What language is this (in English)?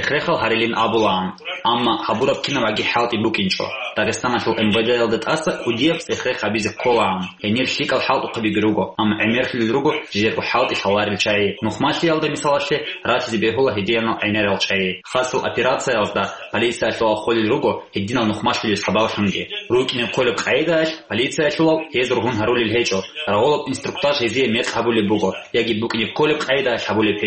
Avaric